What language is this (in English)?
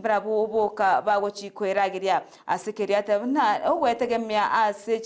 Gusii